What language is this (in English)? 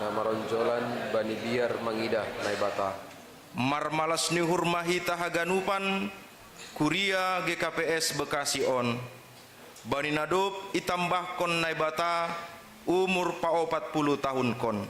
Batak Simalungun